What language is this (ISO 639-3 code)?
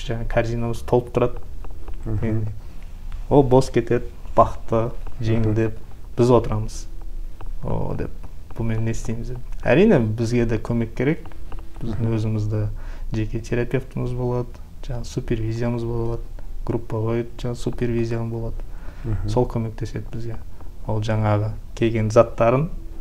kaz